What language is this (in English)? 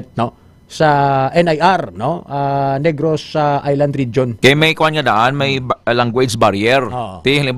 Hiligaynon